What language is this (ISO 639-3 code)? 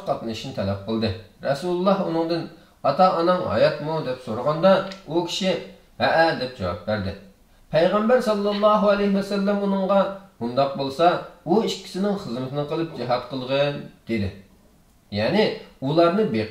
uig